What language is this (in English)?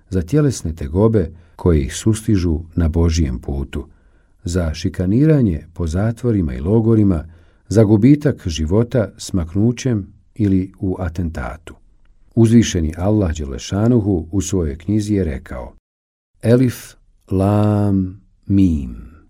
Bosnian